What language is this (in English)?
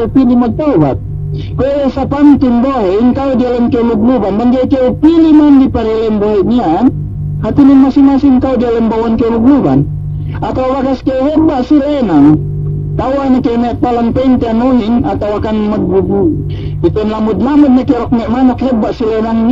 Yakan